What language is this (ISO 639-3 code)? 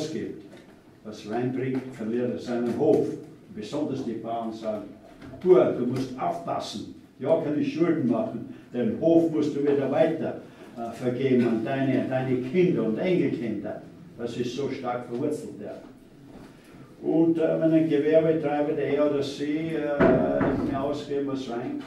deu